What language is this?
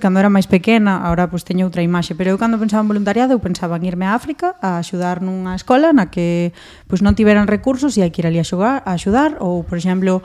Galician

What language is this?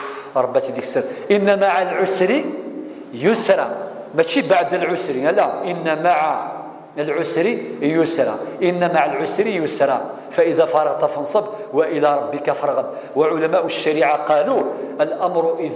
Kabyle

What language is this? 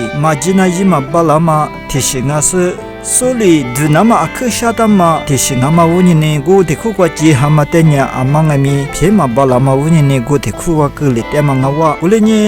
Lisu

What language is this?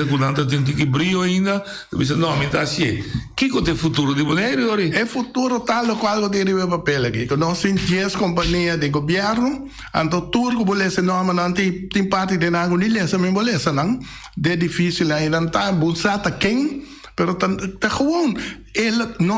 Papiamento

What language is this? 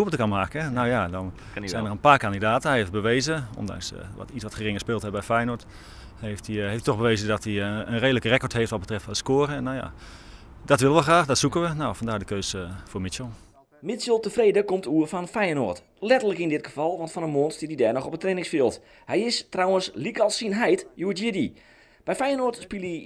Western Frisian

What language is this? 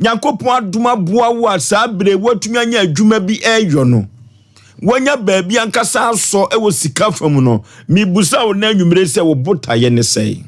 Akan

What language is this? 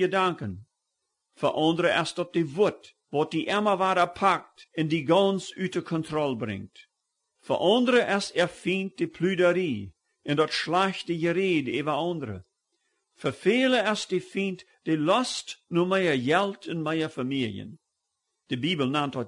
Plautdietsch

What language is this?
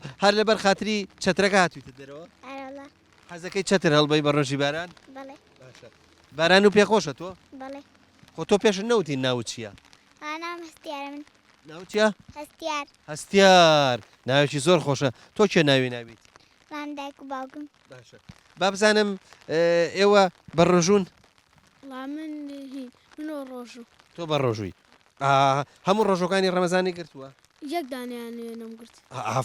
Central Kurdish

